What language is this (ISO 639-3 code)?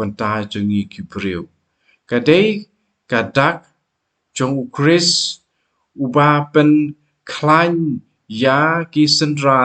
kha